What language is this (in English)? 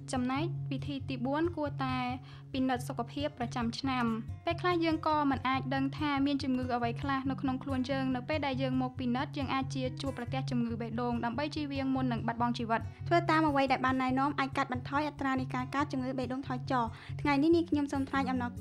Khmer